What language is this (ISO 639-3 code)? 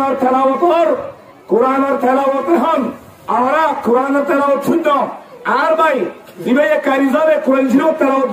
rhg